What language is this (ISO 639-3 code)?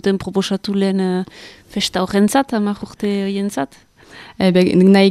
eus